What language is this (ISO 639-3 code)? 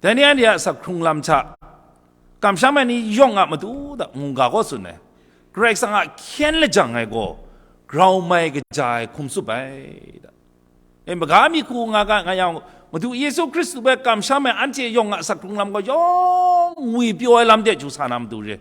kac